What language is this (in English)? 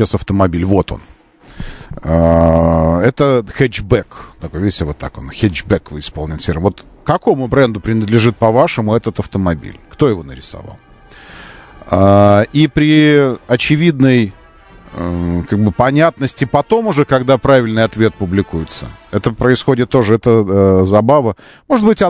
Russian